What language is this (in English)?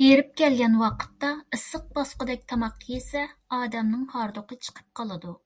Uyghur